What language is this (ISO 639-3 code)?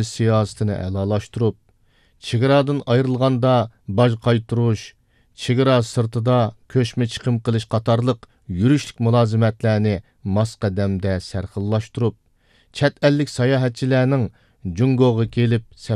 uig